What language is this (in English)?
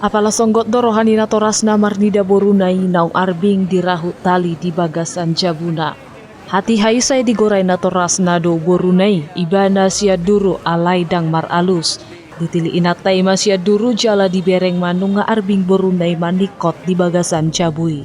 Batak Toba